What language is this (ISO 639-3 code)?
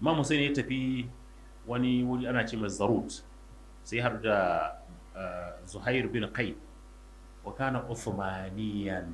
hau